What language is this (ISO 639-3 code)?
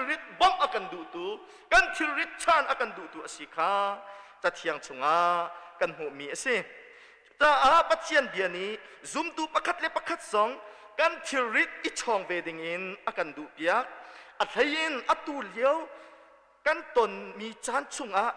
cnh